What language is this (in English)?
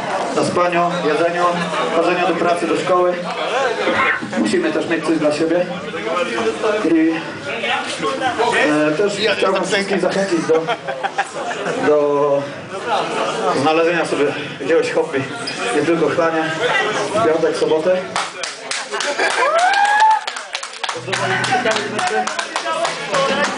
Polish